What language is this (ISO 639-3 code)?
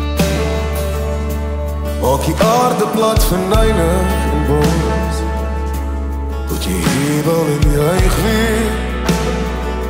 afr